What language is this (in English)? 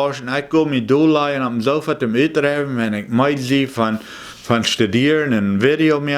Plautdietsch